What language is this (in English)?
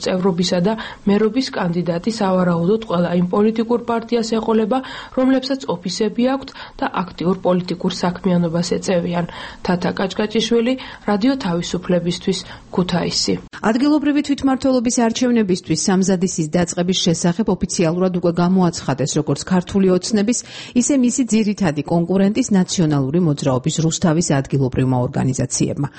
Georgian